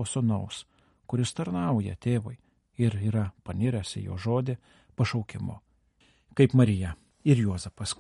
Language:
Lithuanian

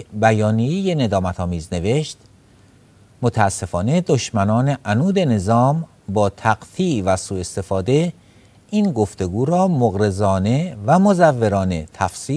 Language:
Persian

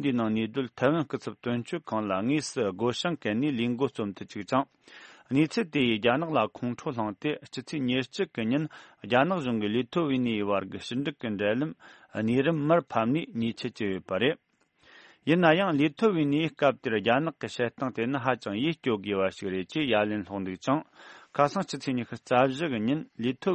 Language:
Tibetan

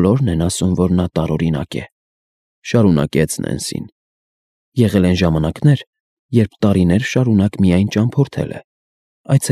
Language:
Armenian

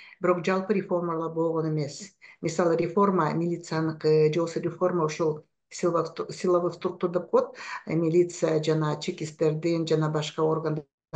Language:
Kyrgyz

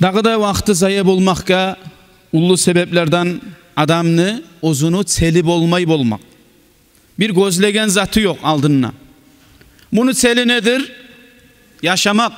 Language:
Kumyk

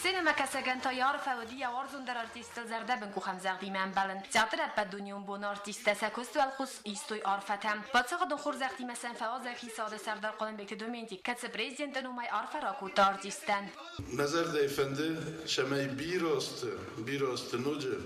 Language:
Ossetic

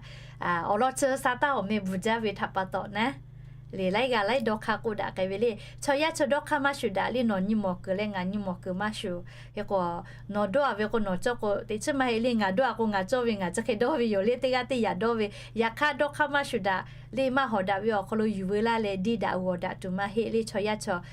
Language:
Lahu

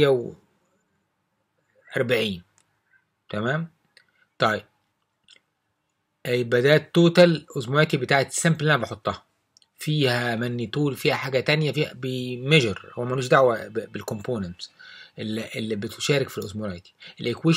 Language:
Egyptian Arabic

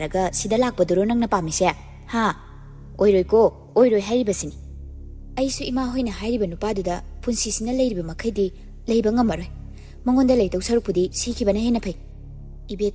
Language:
Manipuri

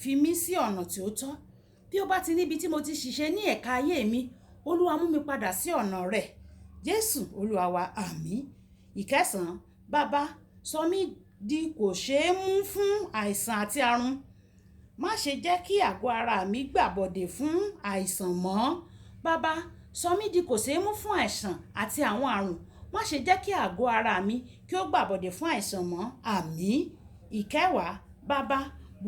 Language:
Yoruba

